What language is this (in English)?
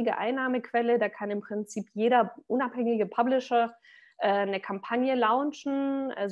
German